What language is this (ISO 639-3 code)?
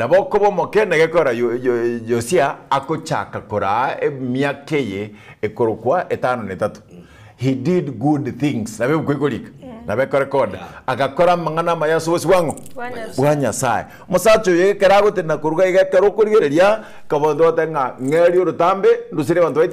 guz